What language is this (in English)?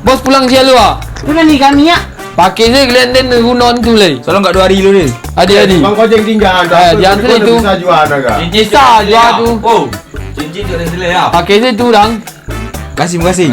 Minangkabau